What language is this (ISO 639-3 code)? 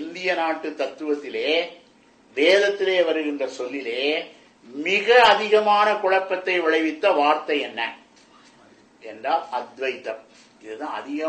tam